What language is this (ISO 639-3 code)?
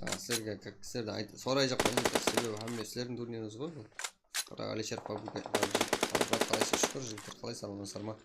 kaa